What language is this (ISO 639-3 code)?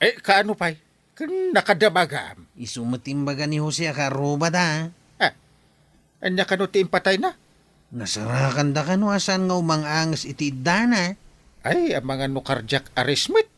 ilo